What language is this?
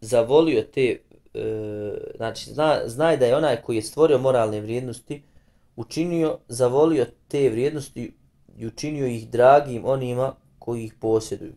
Bosnian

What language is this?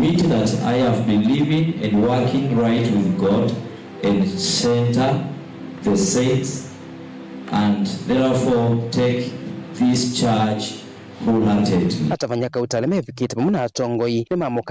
Kamba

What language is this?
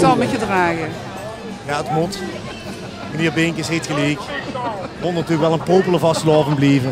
Limburgish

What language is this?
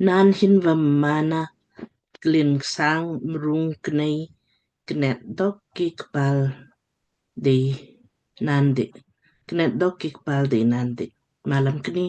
Lamkang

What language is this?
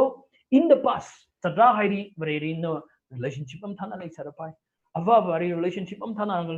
Tangkhul Naga (India)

